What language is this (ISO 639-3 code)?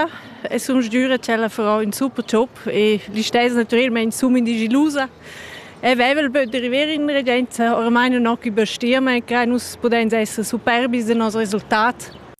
ita